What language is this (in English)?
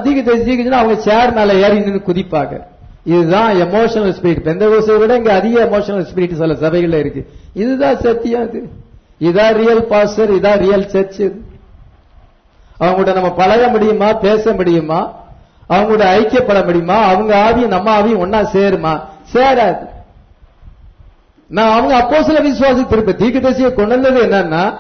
Tamil